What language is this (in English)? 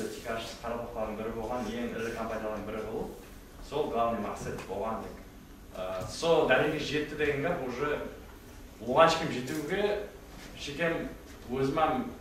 Kara-Kalpak